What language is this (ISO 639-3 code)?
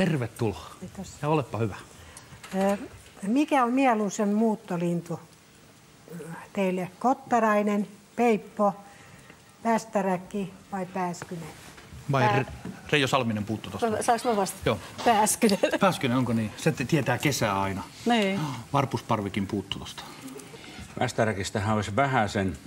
fin